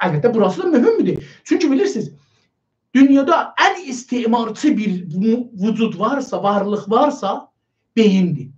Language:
South Azerbaijani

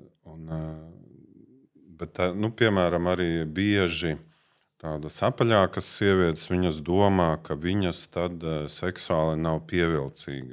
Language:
Latvian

